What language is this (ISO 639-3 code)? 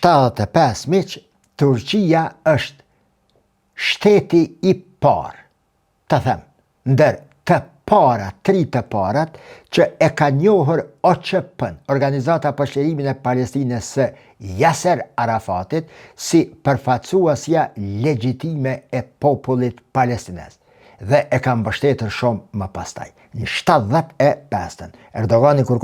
sqi